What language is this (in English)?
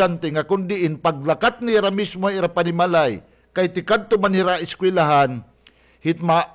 Waray